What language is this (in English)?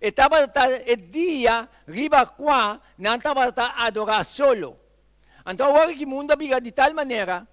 Papiamento